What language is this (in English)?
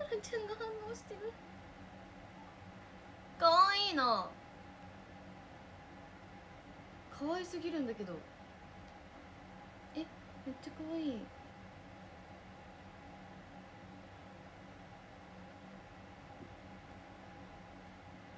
Japanese